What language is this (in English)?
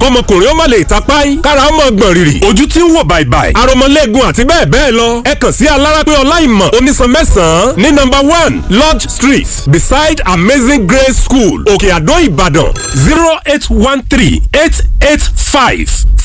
Yoruba